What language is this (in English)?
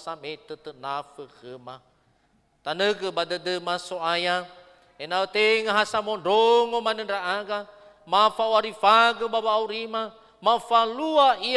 Nias